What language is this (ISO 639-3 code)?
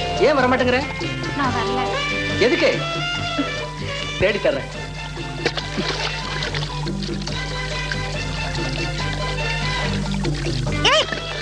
tam